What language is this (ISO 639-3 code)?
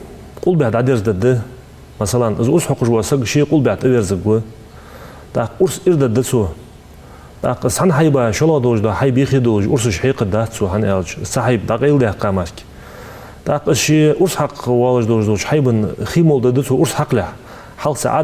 inh